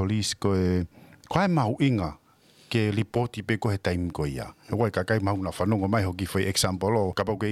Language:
Tongan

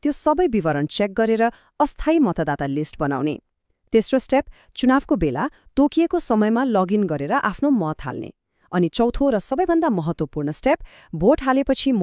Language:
Nepali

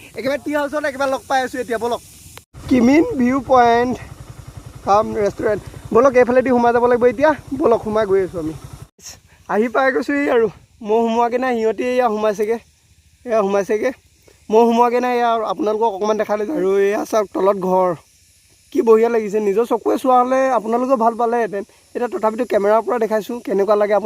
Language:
Assamese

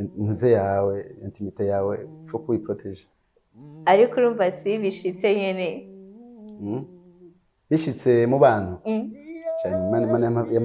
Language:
Rundi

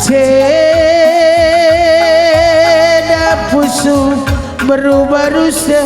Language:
Batak Karo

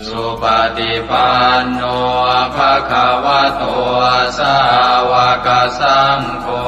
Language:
Pali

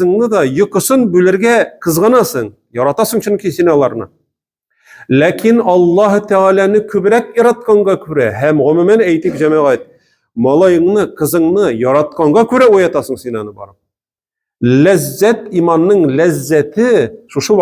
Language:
Tatar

